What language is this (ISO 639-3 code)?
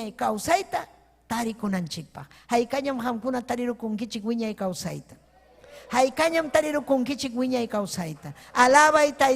quy